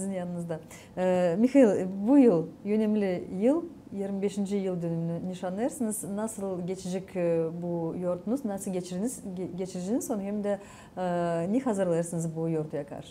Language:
Gagauz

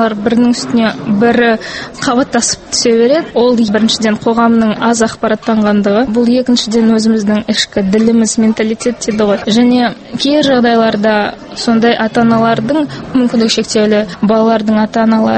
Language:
Kazakh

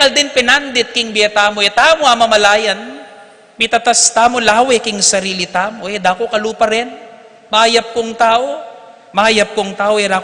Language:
Pampanga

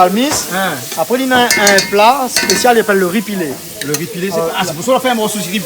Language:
Réunion Creole French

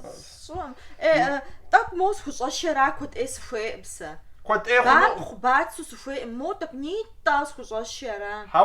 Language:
Kabardian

